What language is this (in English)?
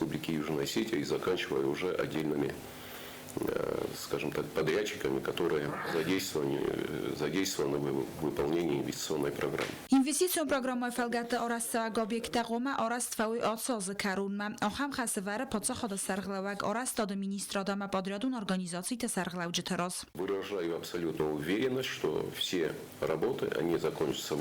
Ossetic